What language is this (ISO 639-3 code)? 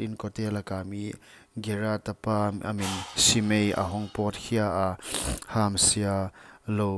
pck